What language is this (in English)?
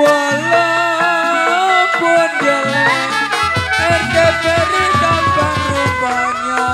Betawi